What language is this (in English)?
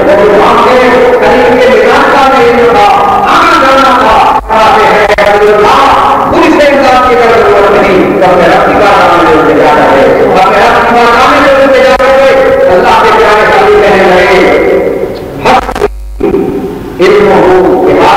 Urdu